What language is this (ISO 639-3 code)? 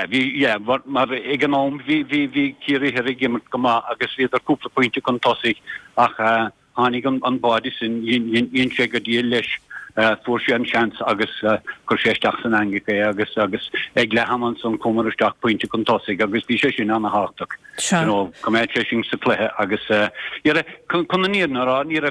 gle